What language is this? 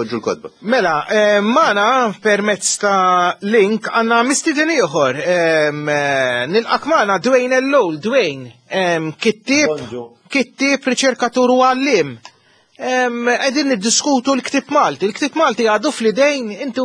Maltese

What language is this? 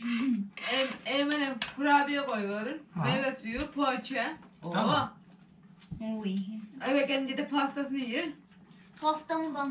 Turkish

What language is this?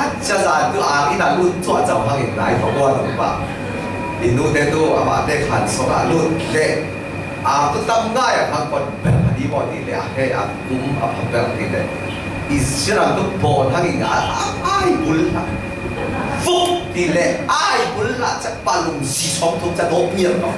Falam Chin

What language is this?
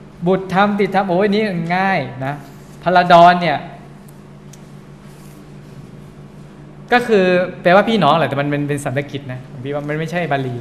Thai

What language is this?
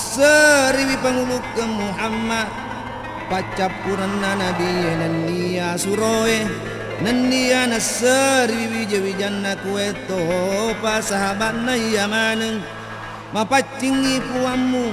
Buginese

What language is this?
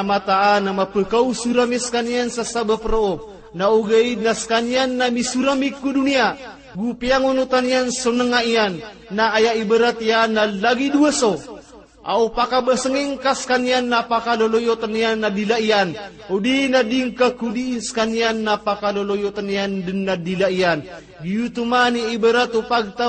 Maranao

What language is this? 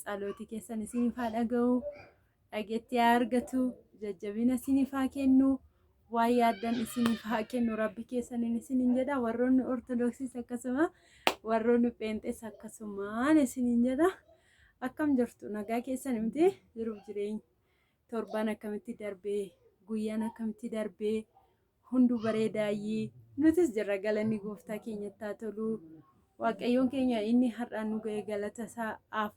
Oromo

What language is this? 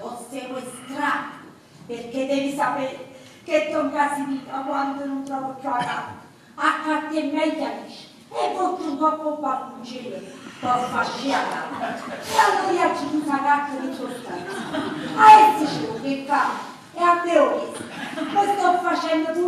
Neapolitan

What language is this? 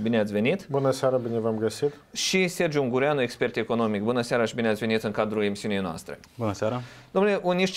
Romanian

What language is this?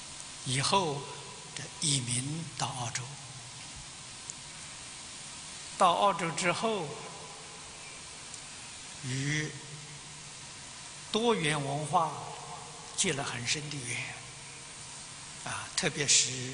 Chinese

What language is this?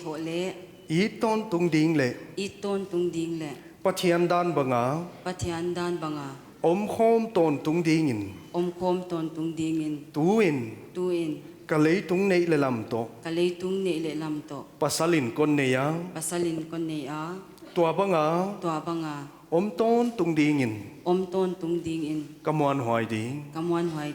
Paite Chin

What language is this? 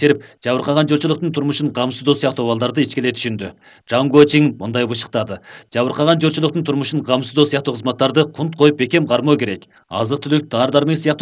Kyrgyz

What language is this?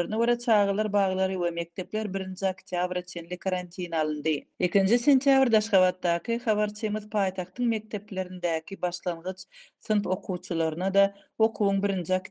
Turkmen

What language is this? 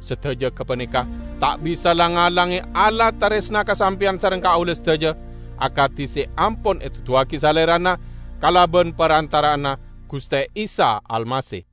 Madurese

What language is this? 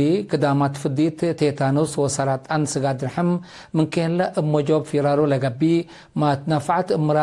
Tigre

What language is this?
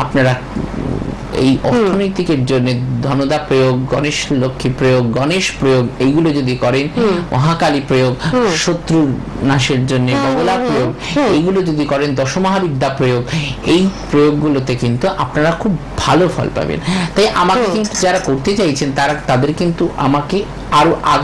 Bangla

